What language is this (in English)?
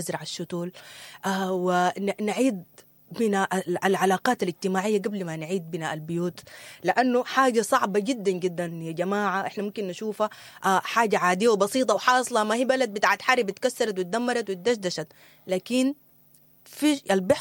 Sudanese Arabic